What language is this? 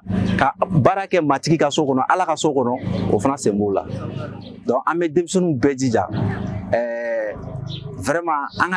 Bambara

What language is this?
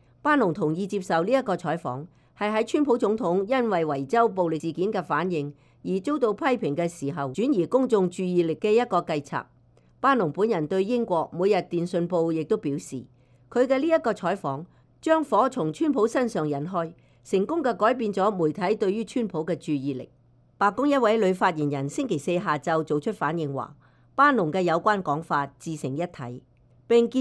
Cantonese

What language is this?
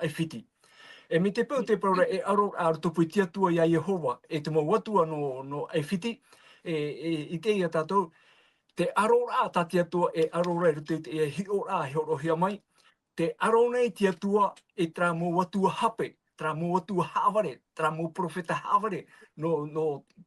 Tahitian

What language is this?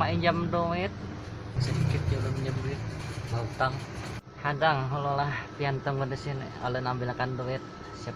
Banjar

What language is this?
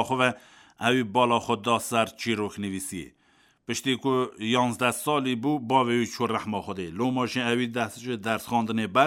Kurdish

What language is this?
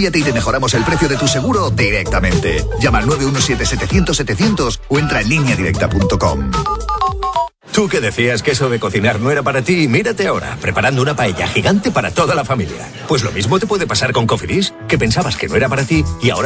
Spanish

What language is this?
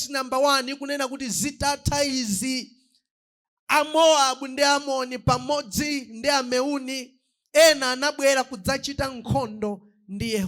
Nyanja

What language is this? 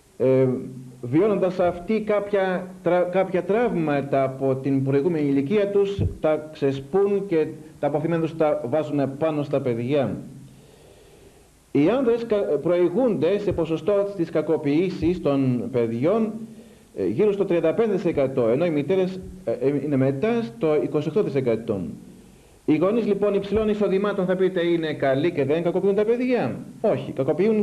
Greek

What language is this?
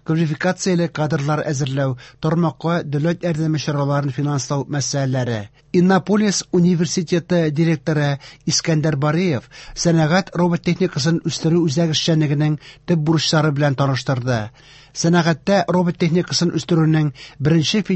Tatar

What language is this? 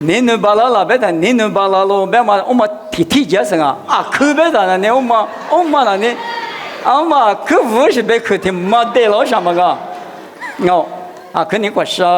Lisu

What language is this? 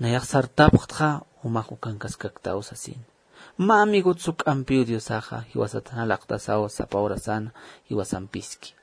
Aymara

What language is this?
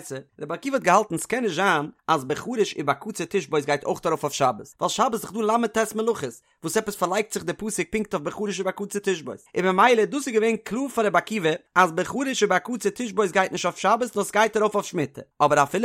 Yiddish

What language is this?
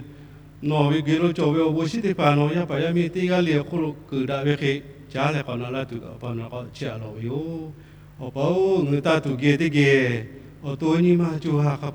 Lahu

